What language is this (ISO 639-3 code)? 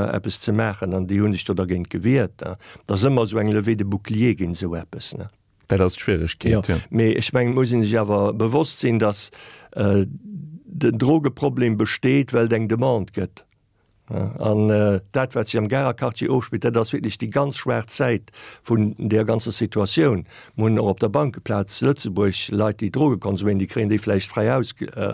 ltz